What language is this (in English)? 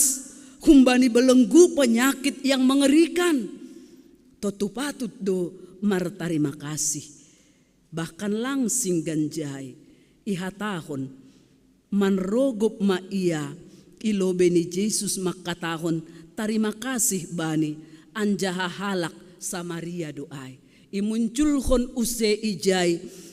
Batak Simalungun